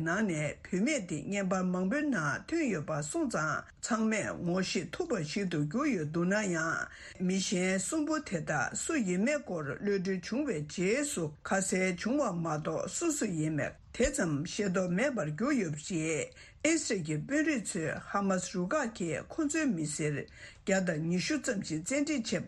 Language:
Tibetan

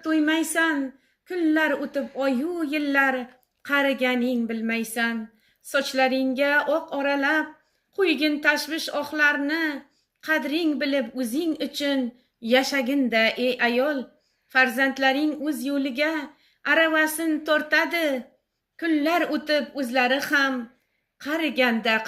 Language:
Uzbek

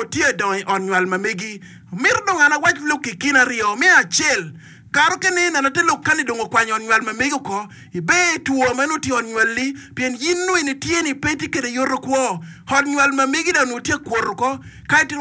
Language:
Acoli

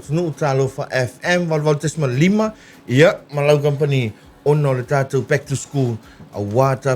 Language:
Samoan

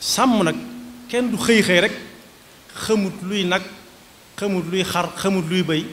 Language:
Wolof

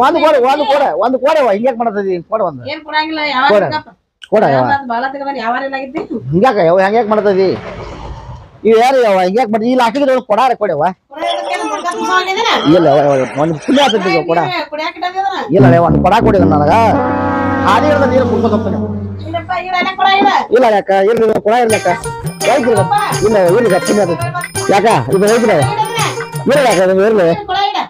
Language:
Kannada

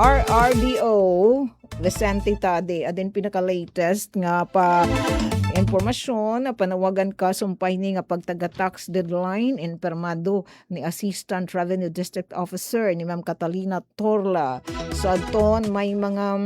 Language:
Waray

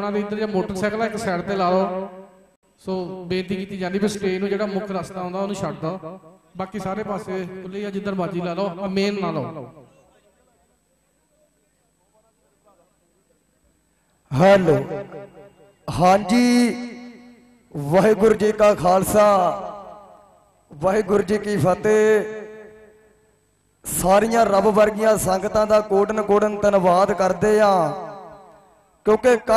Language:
Punjabi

